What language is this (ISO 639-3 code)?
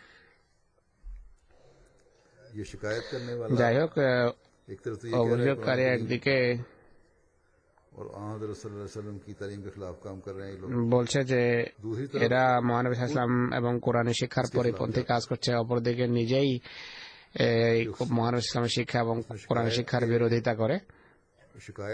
ben